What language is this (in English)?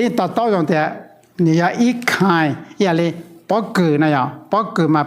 Hmong